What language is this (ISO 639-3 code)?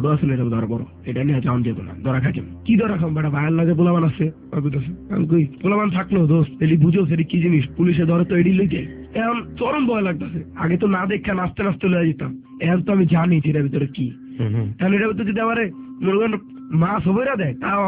ben